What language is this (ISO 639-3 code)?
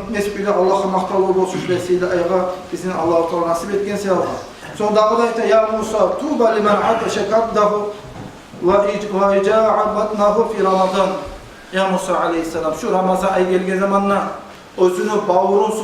kum